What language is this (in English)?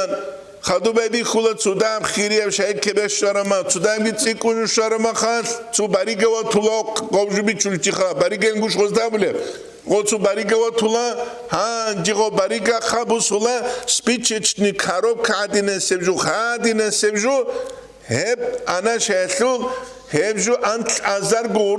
Avaric